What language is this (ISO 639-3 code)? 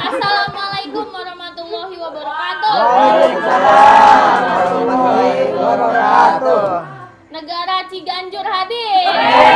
bew